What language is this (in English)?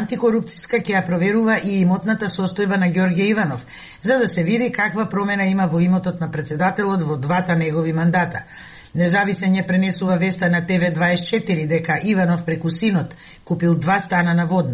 Macedonian